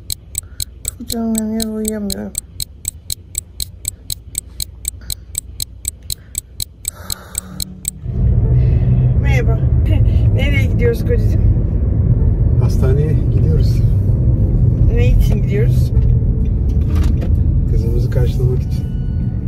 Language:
Turkish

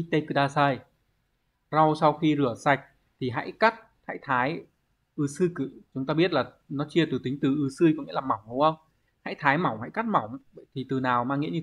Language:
Vietnamese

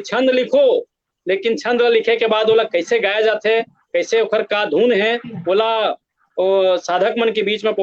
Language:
Chhattisgarhi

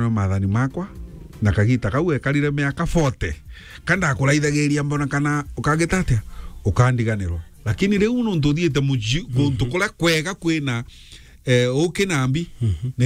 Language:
Meru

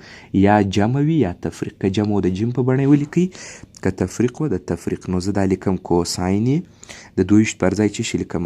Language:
Pashto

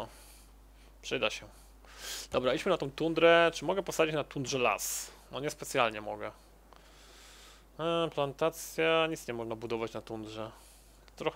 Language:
Polish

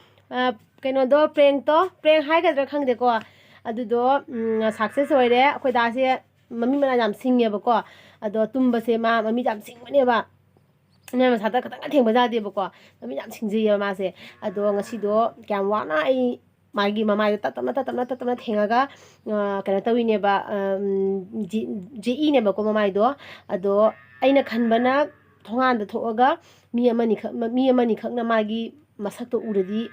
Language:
Manipuri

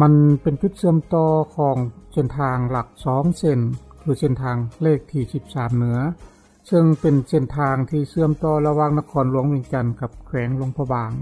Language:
Lao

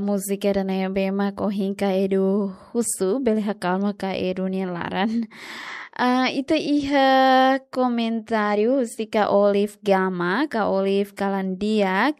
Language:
Tetum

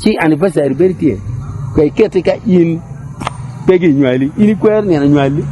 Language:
Acoli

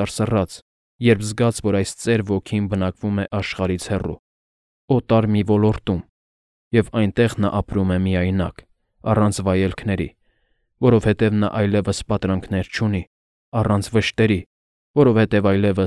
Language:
Armenian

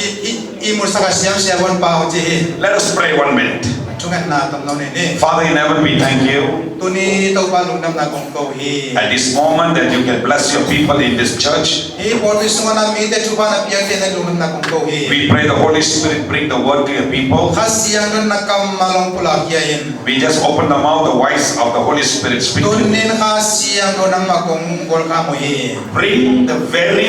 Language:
Tedim Chin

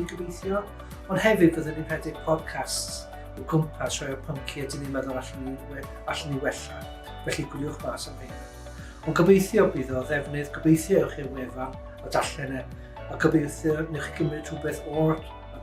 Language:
Welsh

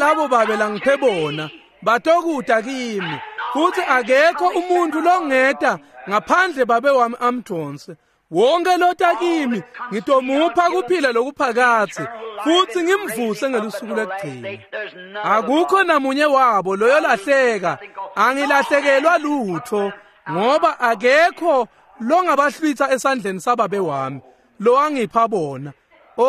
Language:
Swati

